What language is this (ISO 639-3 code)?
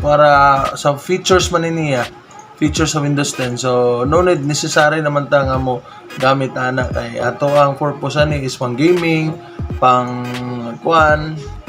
ceb